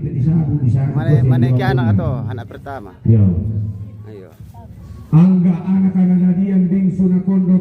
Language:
Toraja-Sa'dan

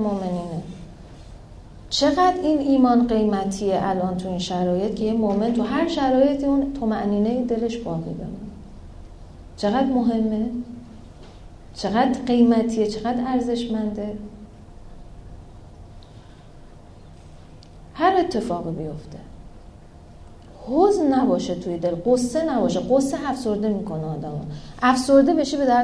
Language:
Persian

